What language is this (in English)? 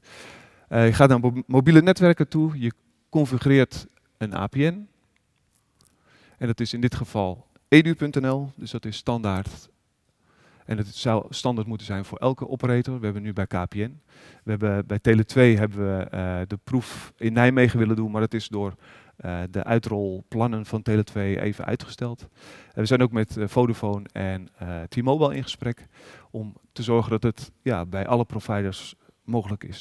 Dutch